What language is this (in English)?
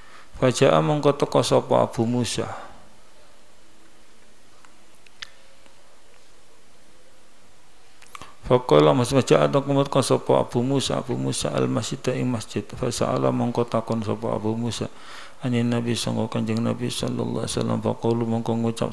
Javanese